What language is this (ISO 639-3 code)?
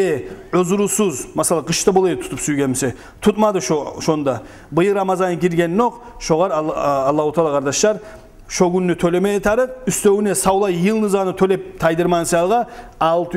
kum